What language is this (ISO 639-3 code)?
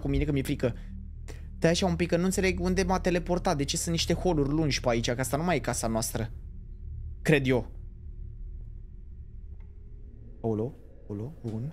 ron